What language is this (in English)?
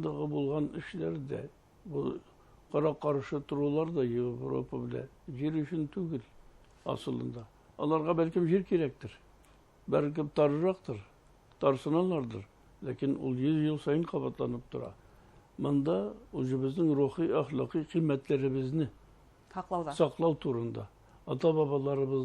Bashkir